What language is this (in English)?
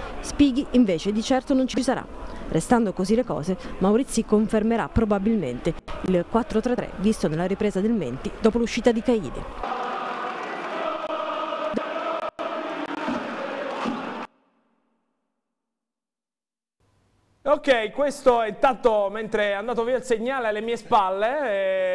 Italian